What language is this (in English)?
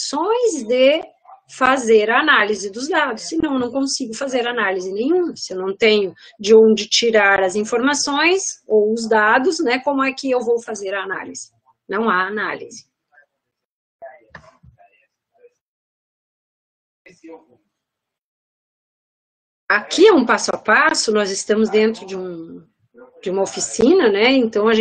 Portuguese